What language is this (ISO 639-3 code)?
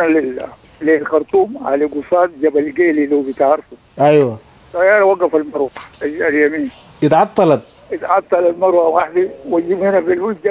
apd